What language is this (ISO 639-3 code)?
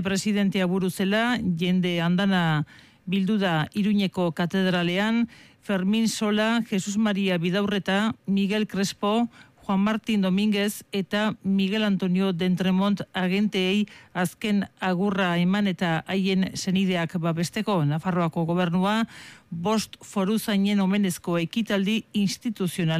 eus